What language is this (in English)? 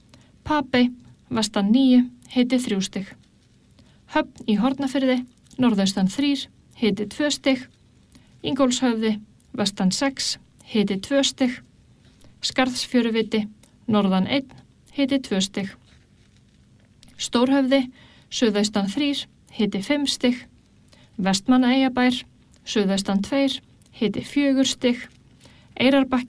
Icelandic